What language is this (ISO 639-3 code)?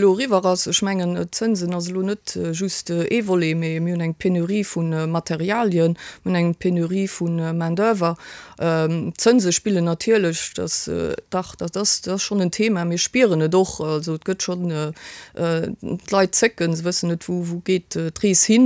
ltz